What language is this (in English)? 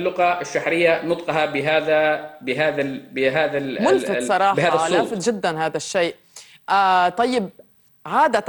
North Levantine Arabic